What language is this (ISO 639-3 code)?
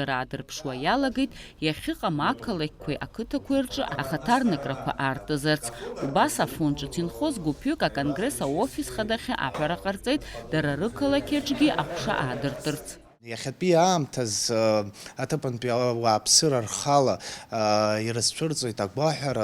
abk